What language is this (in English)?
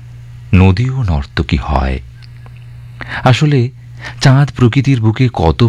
Bangla